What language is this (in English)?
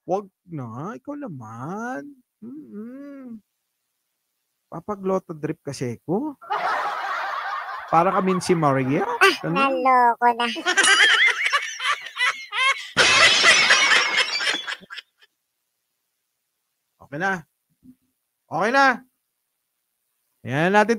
Filipino